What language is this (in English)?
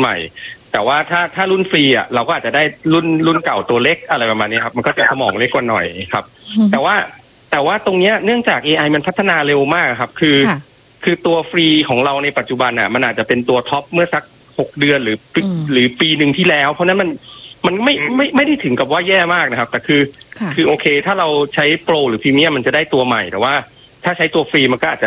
Thai